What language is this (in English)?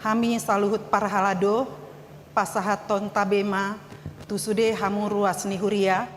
Batak Toba